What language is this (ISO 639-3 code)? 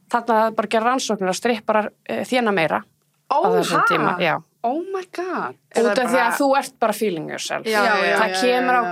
isl